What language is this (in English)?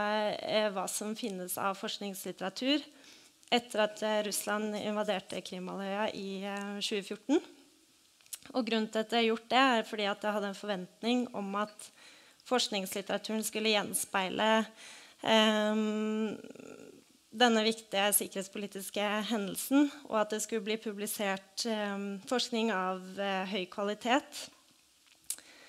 Norwegian